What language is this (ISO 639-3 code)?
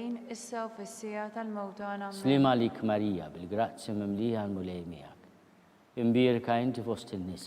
mlt